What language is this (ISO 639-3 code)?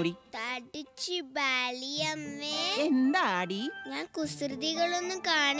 mal